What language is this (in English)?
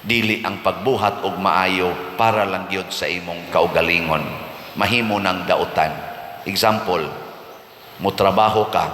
Cebuano